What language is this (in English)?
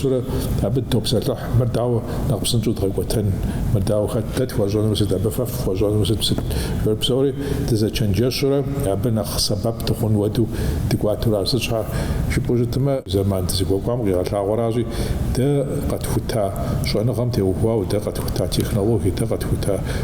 Kabardian